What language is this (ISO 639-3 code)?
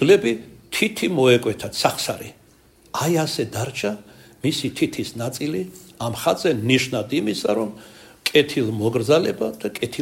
kat